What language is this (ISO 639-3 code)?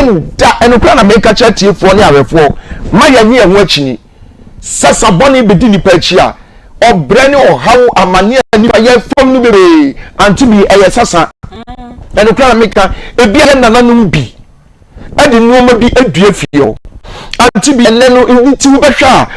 aka